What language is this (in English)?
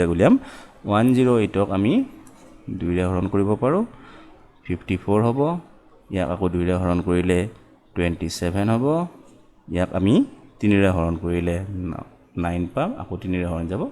Assamese